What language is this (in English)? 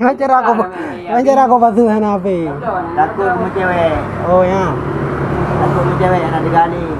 Achinese